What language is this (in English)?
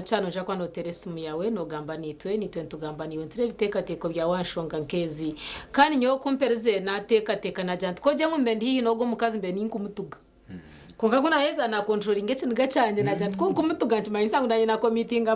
Nyankole